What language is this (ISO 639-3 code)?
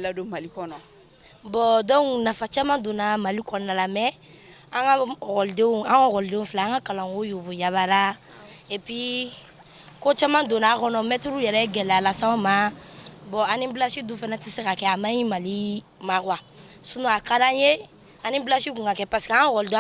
bam